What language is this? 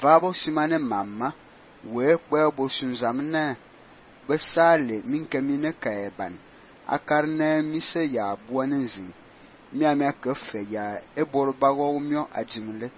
Fang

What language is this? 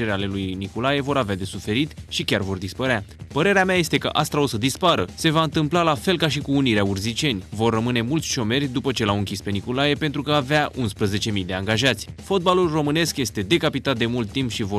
Romanian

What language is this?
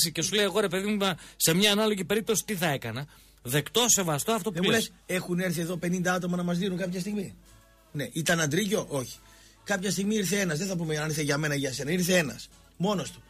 Greek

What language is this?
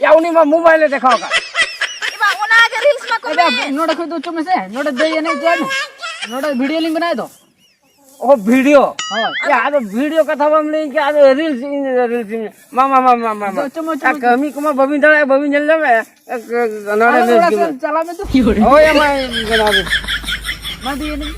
Santali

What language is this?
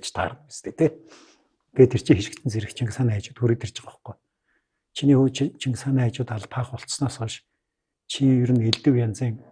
Mongolian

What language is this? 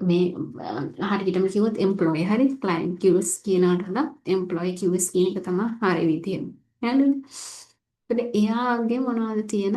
Sinhala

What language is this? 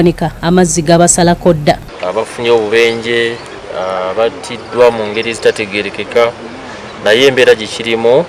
Ganda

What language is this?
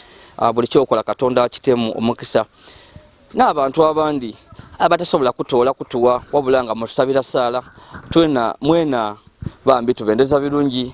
Ganda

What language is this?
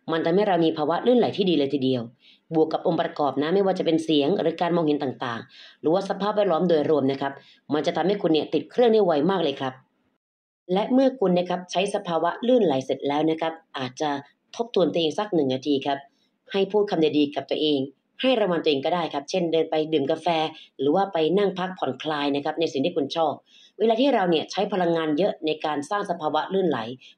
Thai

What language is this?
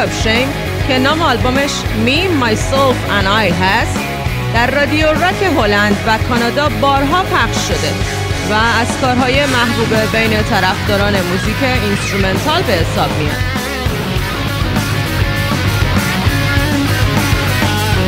Persian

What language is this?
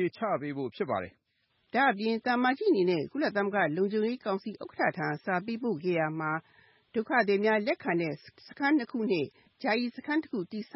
Burmese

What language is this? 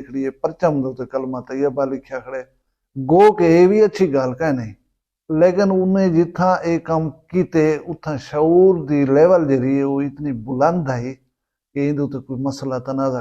Saraiki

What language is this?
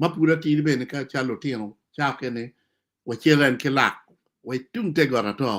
Acoli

